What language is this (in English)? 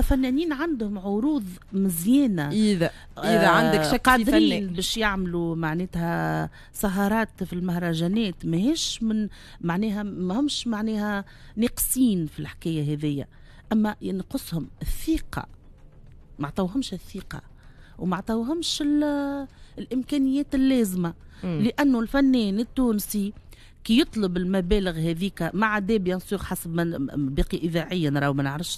Tunisian Arabic